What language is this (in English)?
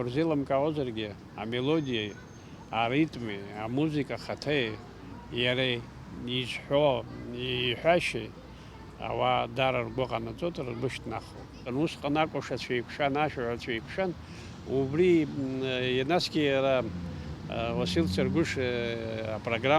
Abkhazian